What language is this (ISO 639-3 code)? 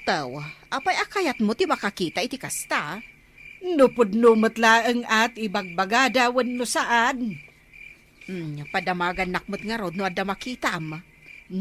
ilo